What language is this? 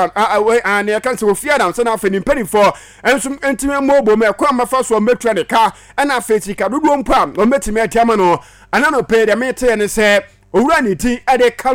Akan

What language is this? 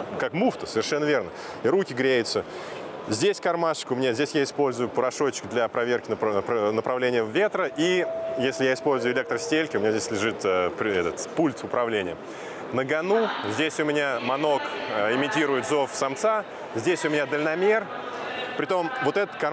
Russian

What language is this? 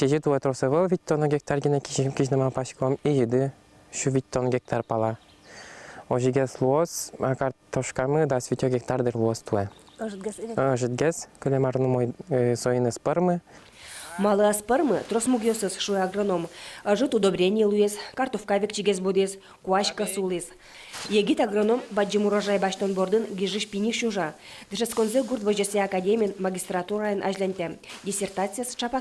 Udmurt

